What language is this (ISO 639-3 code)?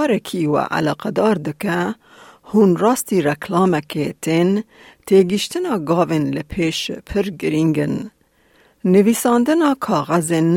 kur